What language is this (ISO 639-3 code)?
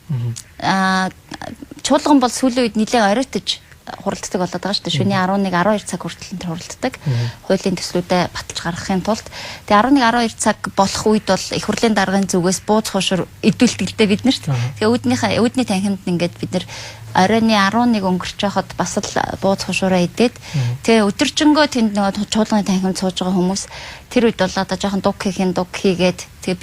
mon